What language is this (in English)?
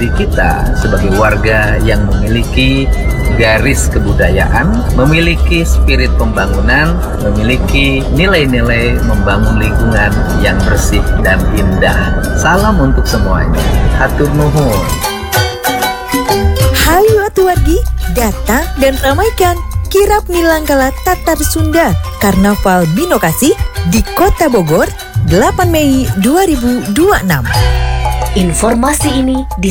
Indonesian